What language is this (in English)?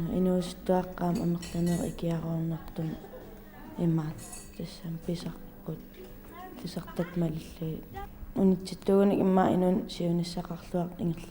Kalaallisut